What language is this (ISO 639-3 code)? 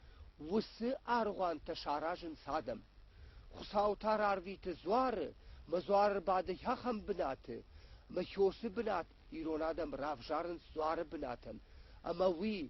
oss